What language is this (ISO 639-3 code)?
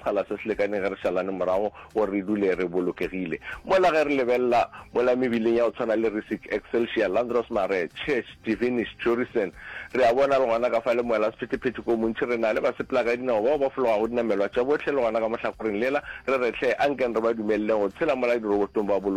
nso